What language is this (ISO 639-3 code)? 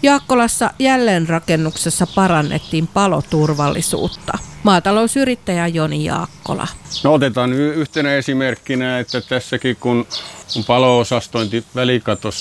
fin